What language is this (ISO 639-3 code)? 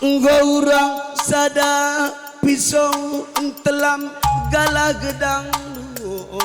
btx